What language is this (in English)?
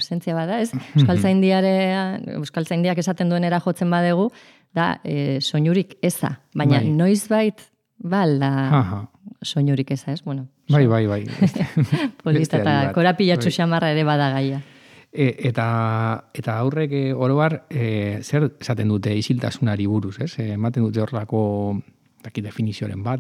Basque